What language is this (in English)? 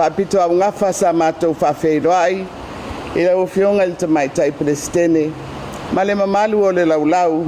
Samoan